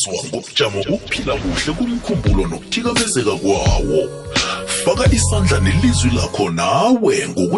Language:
South Ndebele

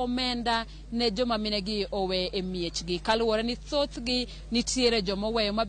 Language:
Luo (Kenya and Tanzania)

